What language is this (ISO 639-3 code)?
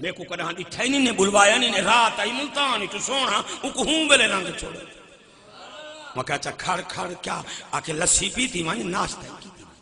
skr